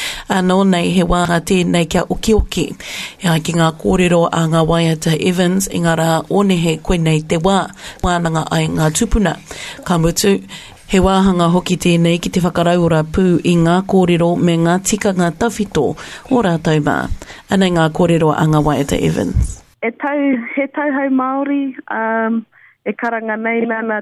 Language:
Māori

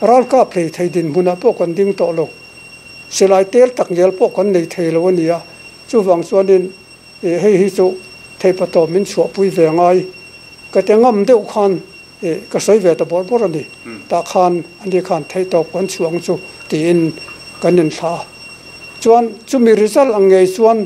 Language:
Mizo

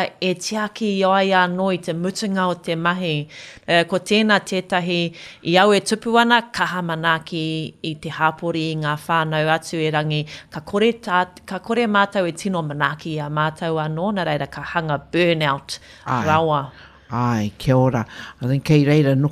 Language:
Māori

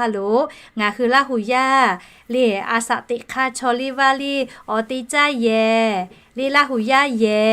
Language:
Lahu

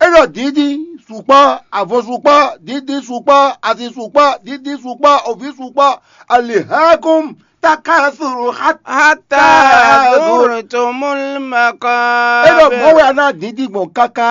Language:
Fon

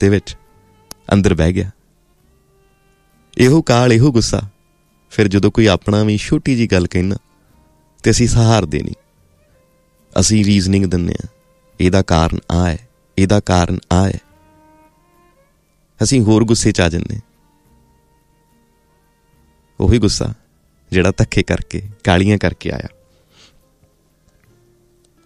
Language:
Punjabi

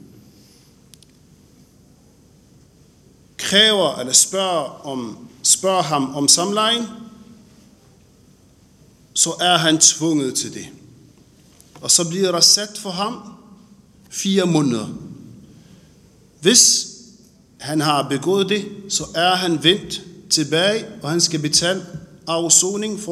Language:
Danish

